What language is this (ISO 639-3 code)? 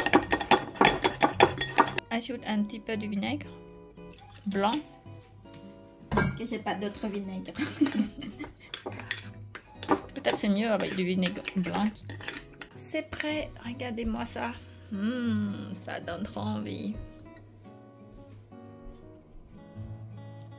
fra